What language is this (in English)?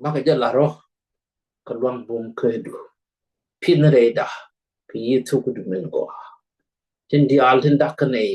Nuer